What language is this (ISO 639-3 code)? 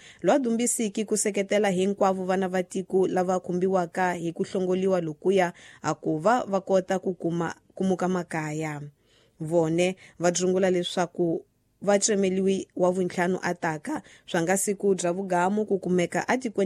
tso